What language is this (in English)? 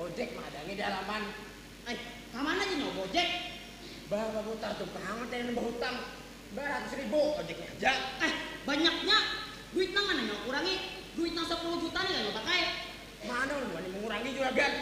Banjar